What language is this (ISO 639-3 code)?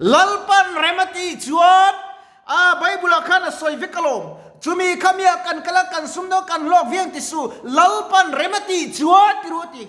lus